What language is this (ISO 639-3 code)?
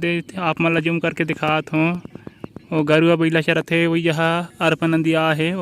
hne